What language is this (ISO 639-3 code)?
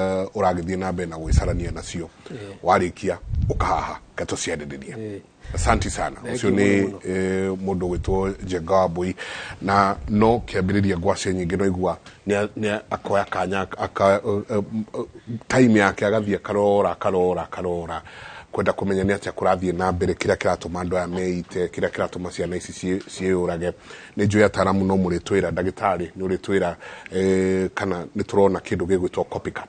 kik